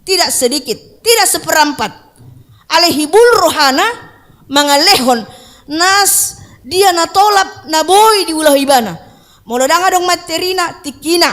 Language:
Batak Toba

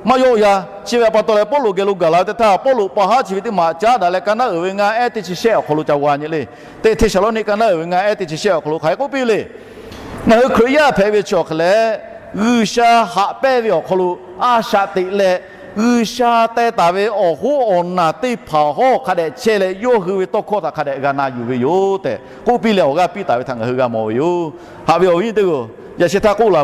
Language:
Lahu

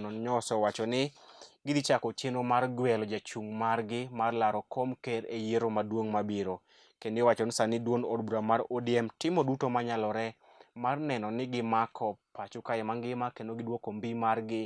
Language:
Luo (Kenya and Tanzania)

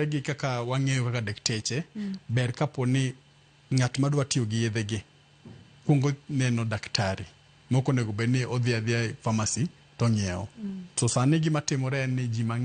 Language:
Luo (Kenya and Tanzania)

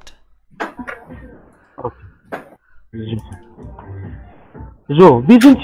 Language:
German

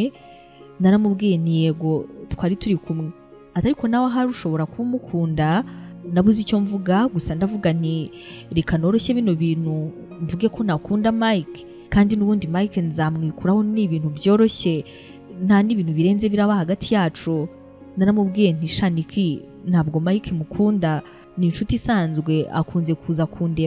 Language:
Kinyarwanda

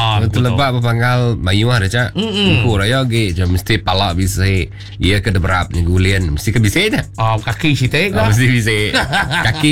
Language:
Iban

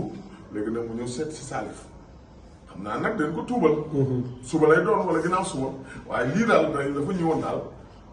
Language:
Wolof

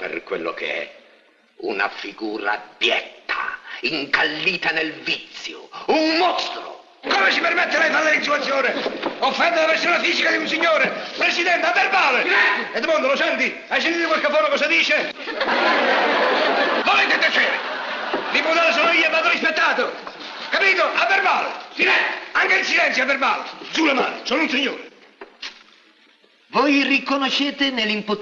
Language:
Italian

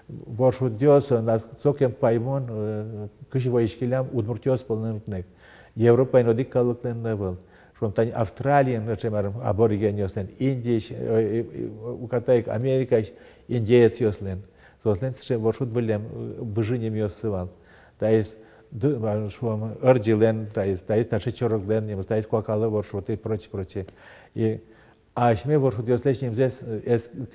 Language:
Udmurt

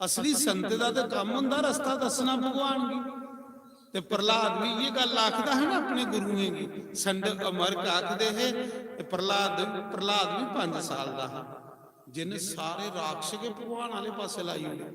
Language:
Dogri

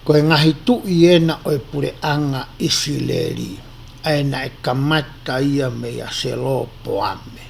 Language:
Tongan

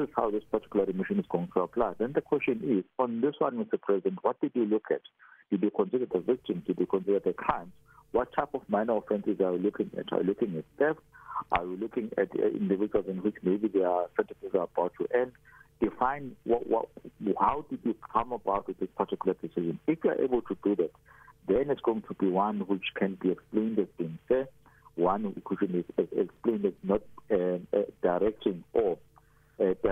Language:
English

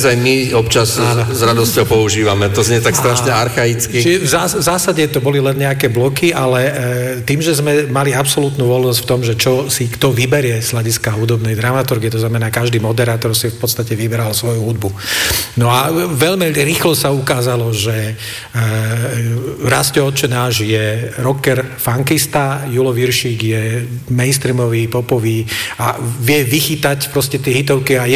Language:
Slovak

